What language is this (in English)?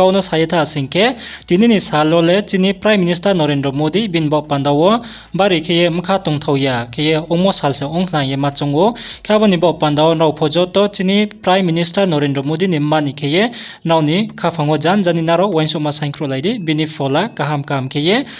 Riang (India)